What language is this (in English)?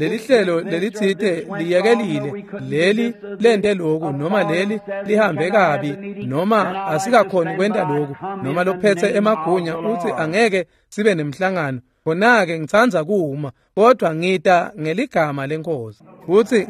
Swati